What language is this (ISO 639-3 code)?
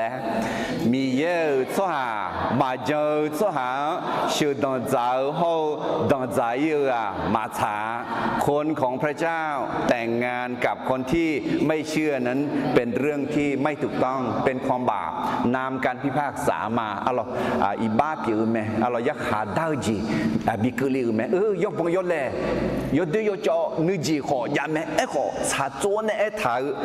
ahk